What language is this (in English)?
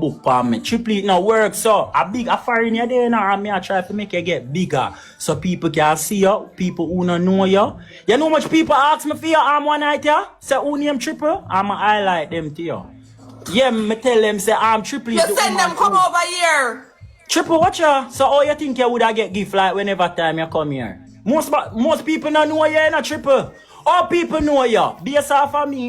Jamaican Creole English